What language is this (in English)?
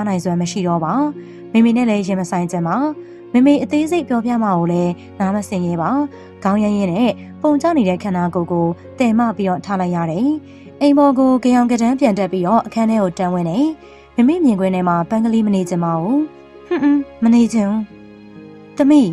Burmese